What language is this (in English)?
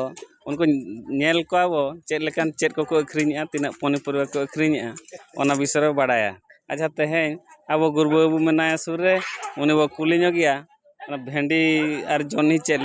Santali